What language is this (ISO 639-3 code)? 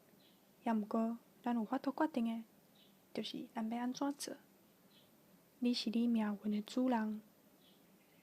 nan